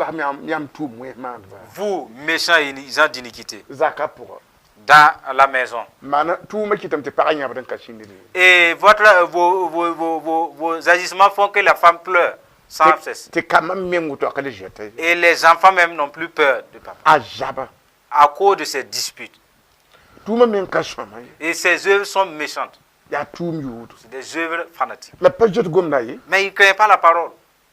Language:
Mossi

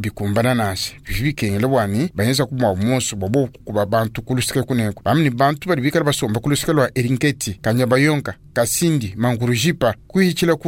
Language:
Luba-Lulua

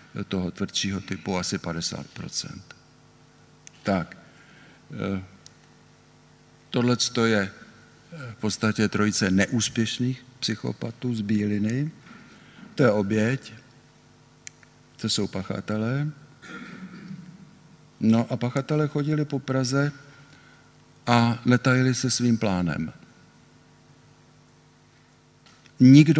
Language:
Czech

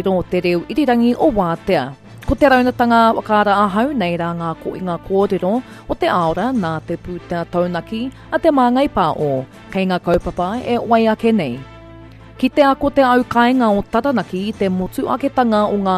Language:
Māori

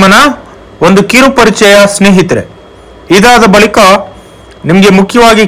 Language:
Kannada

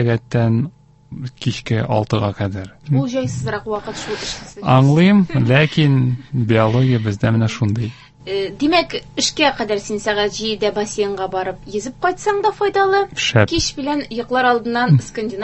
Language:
Tatar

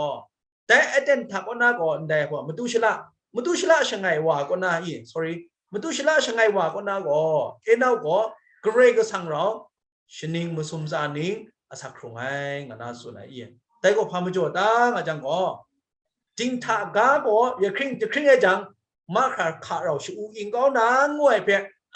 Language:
Kachin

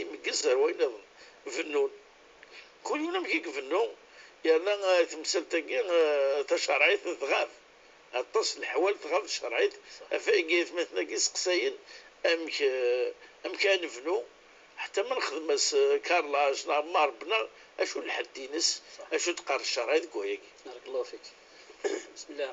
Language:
Kabyle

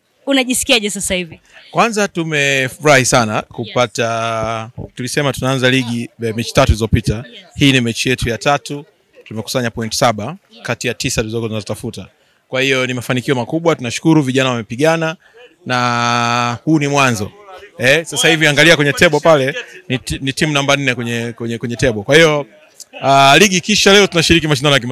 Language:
Swahili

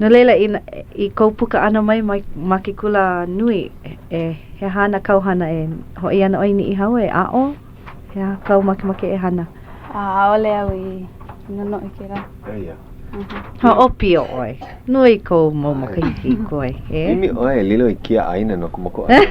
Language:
Hawaiian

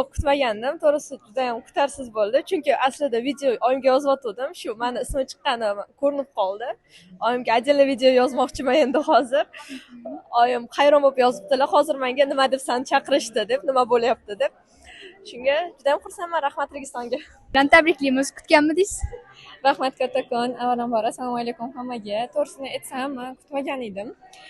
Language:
Uzbek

